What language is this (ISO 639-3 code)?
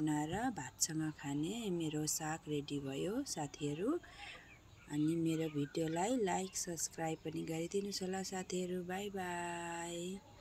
nep